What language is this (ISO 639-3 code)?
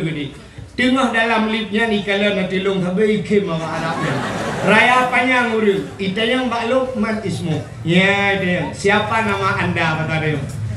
ace